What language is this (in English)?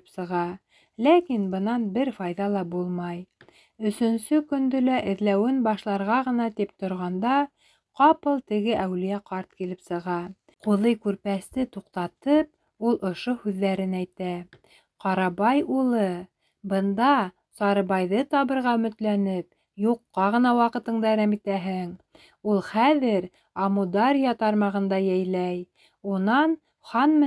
Bashkir